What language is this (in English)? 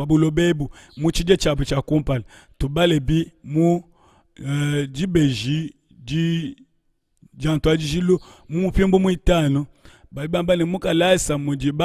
Luba-Lulua